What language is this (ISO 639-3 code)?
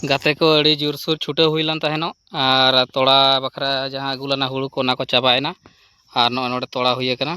sat